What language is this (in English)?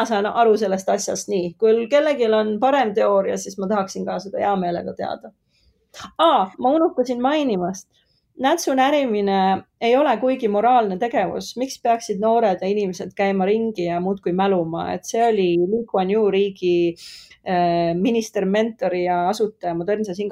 Estonian